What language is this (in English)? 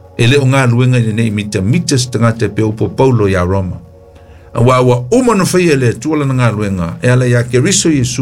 Samoan